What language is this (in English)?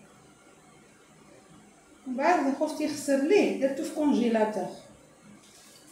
Algerian Arabic